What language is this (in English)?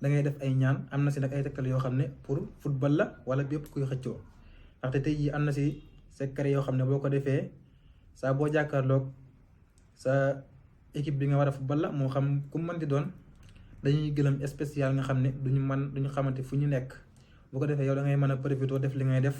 Wolof